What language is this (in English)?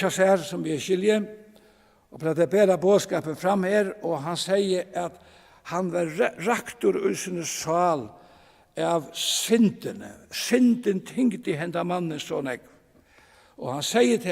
Faroese